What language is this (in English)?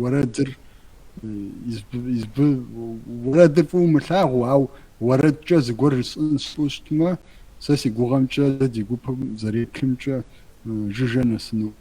Kabardian